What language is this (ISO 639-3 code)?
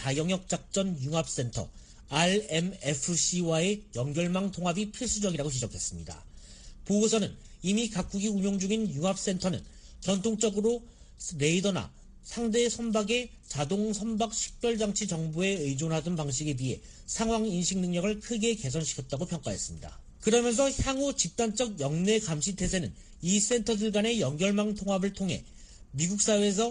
kor